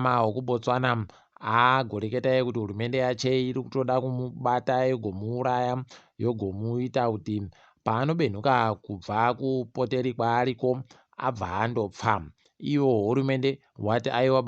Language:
Ndau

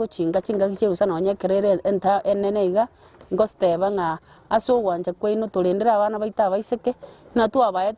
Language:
Gusii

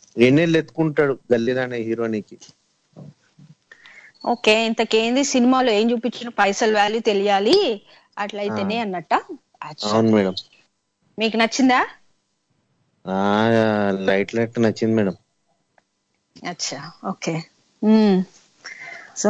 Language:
Telugu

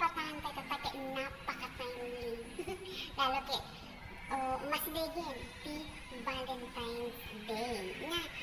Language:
Iloko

